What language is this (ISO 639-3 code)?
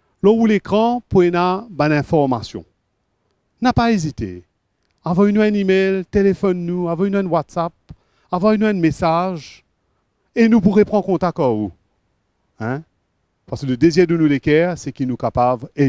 mfe